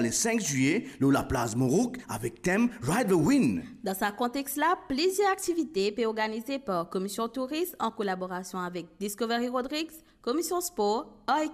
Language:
Morisyen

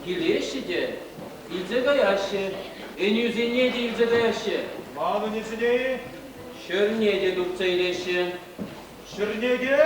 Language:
Chuvash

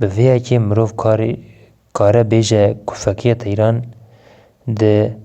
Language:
Kurdish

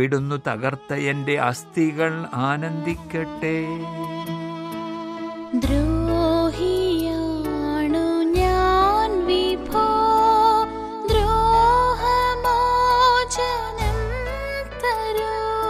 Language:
Malayalam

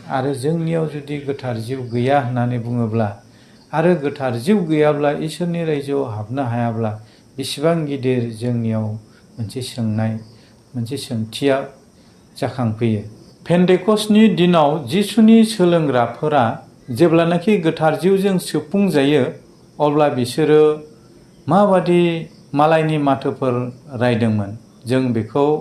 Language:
Bodo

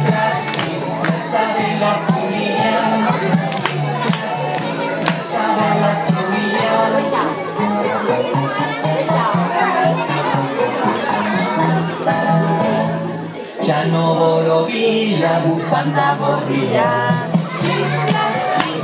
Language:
Basque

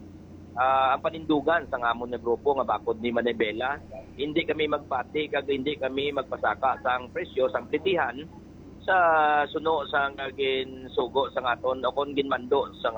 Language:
Hiligaynon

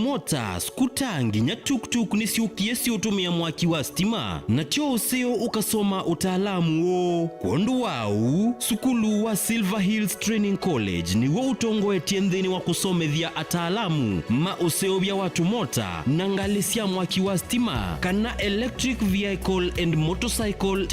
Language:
Kamba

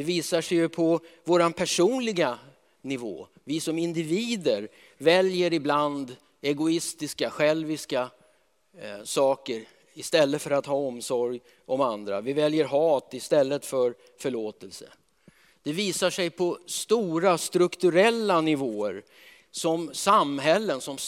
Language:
Swedish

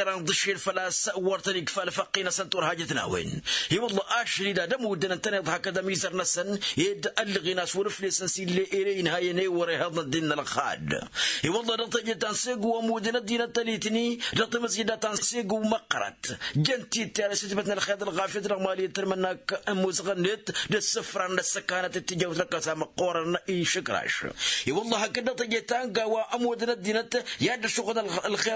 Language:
Tamasheq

